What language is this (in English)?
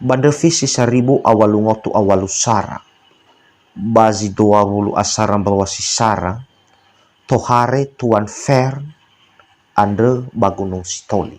Nias